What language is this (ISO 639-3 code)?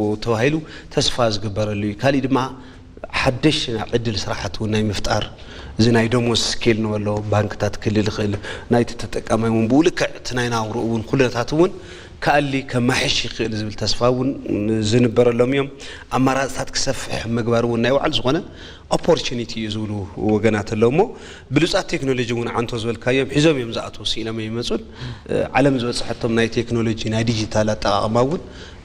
tir